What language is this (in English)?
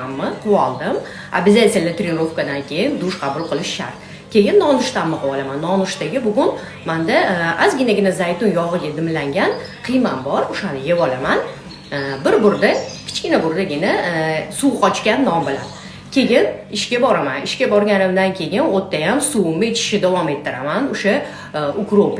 Uzbek